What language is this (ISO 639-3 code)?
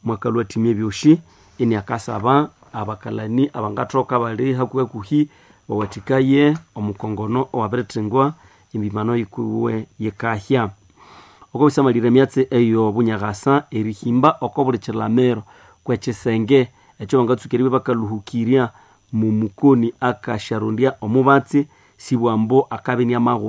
nnb